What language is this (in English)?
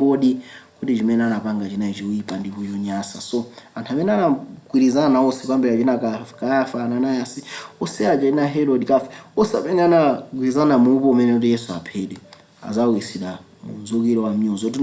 Nyanja